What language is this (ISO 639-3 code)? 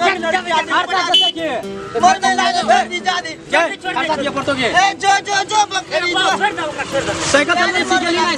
mai